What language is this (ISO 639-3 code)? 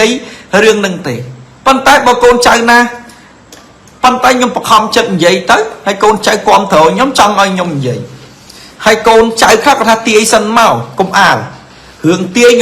khm